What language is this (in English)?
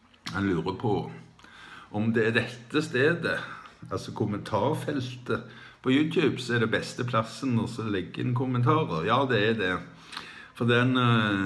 Norwegian